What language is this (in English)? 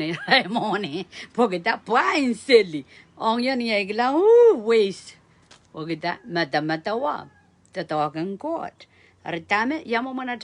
Pohnpeian